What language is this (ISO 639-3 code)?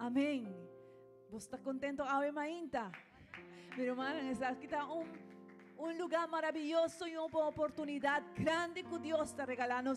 pap